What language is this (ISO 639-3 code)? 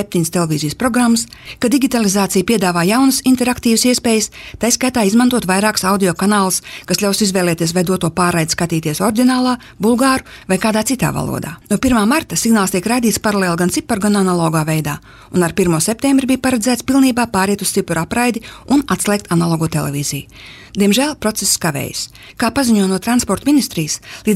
lav